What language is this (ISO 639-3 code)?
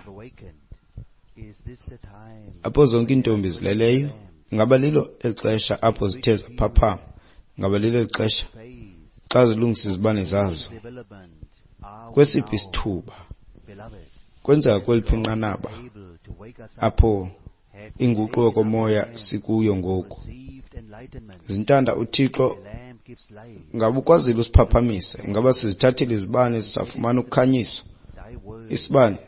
xho